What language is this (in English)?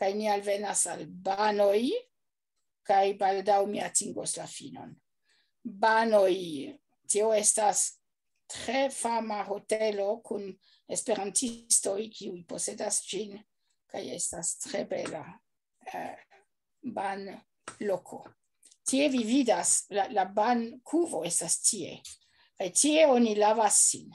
Esperanto